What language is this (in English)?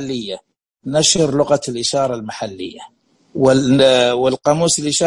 Najdi Arabic